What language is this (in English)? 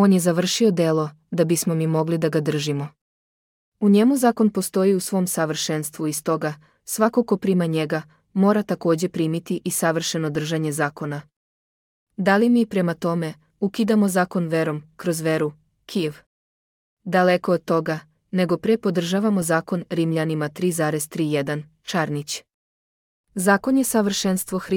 Serbian